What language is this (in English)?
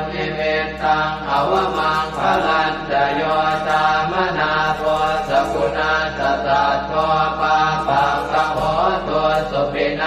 Pali